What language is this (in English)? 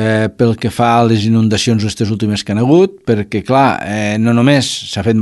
Catalan